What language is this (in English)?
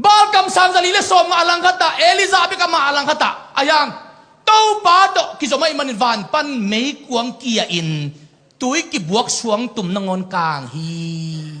Tedim Chin